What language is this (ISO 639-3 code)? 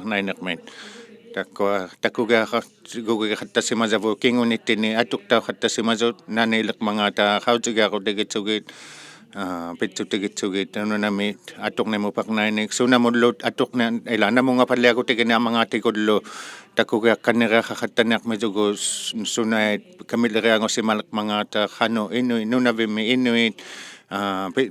iku